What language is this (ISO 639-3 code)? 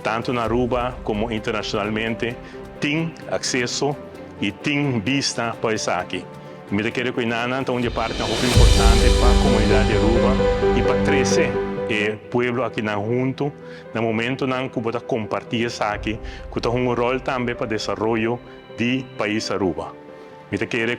pap